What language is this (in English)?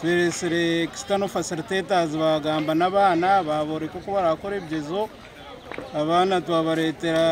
Nyankole